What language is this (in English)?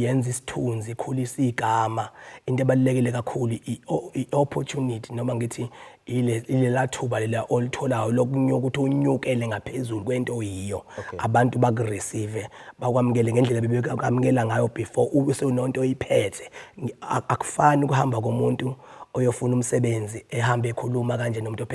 Zulu